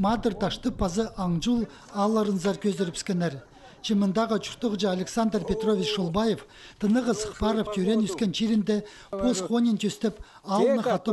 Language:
Khakas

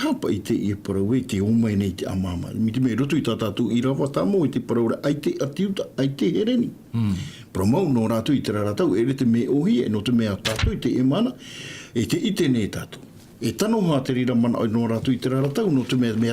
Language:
Tahitian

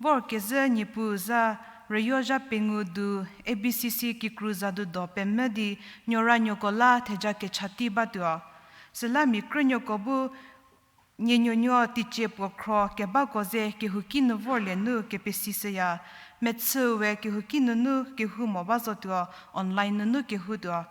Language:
Angami Naga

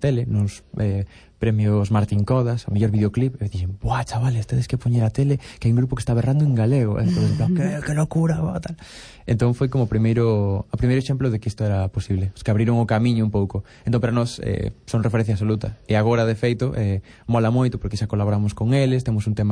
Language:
Galician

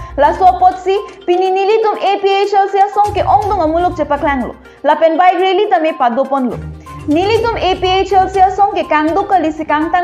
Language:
Karbi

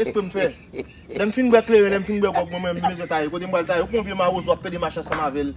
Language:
Haitian Creole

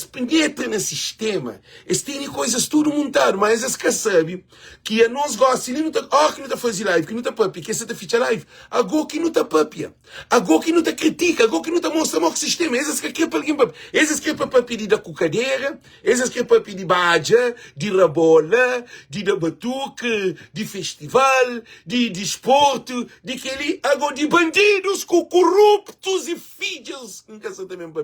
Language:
Kabuverdianu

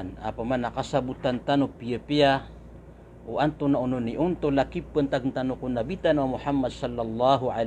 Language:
Maranao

